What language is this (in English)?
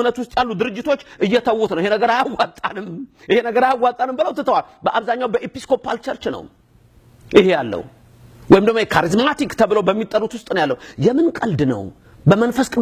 Amharic